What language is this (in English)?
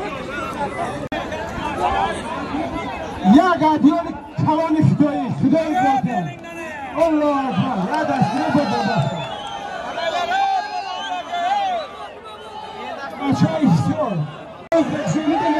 Persian